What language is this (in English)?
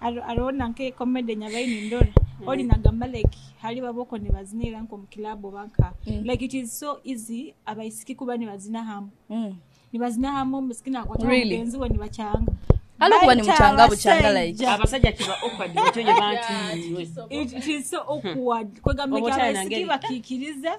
Nyoro